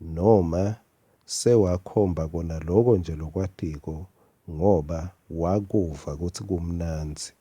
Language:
Swati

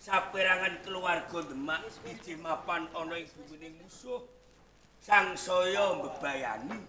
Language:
Javanese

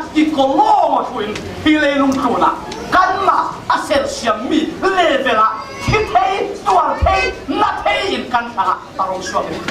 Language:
Falam Chin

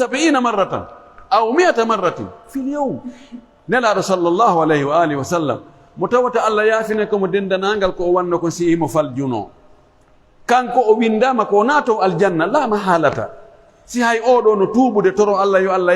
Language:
Pular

